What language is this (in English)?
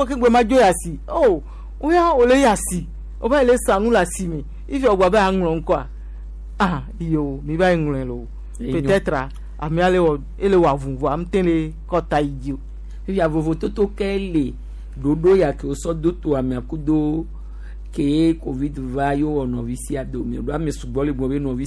Gen